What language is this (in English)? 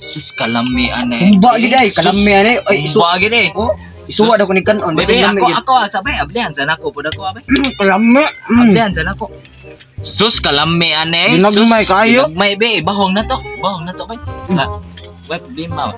Cebuano